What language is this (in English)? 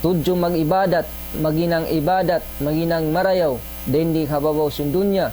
Tausug